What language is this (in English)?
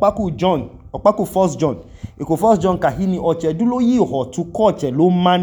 Idoma